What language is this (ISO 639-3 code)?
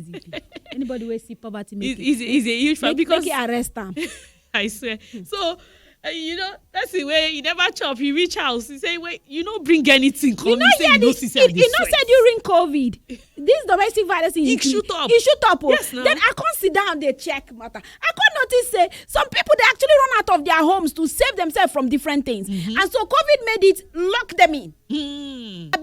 pcm